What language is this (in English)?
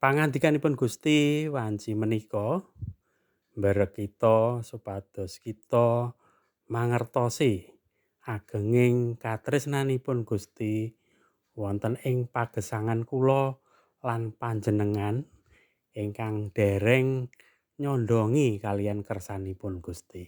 Javanese